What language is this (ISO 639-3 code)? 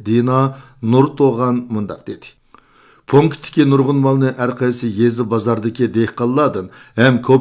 uig